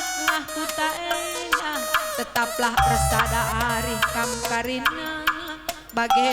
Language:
Batak Karo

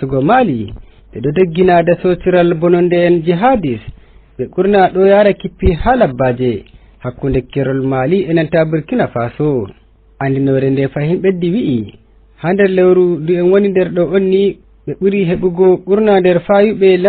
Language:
Fula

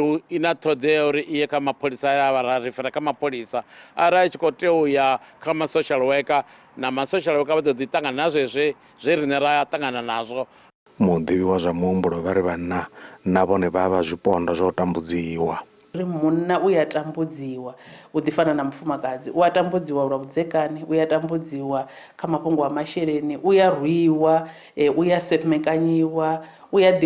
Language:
Venda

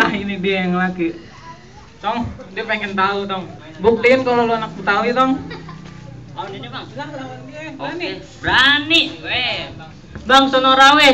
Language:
Betawi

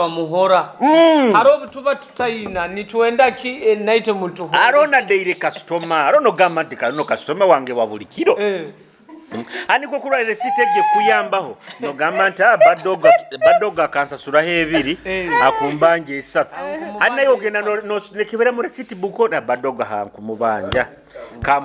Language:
Nyoro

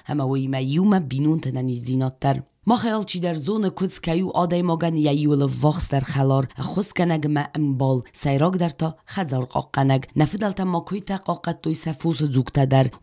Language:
Ossetic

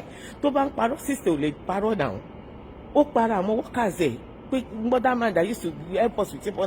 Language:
Yoruba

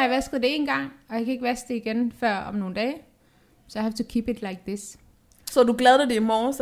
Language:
Danish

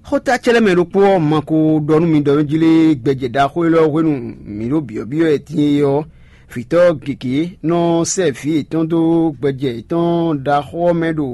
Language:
Fon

